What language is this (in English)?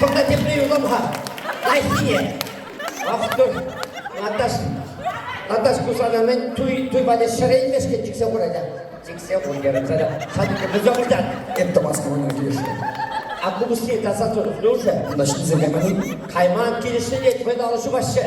Chuvash